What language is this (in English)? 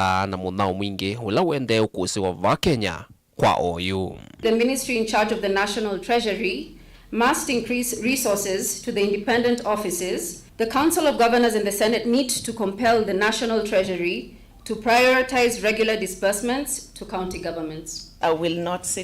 Kamba